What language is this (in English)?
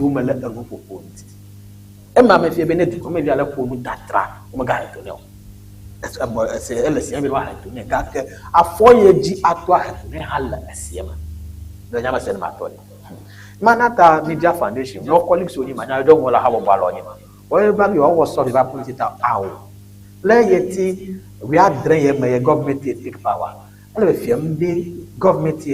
Ewe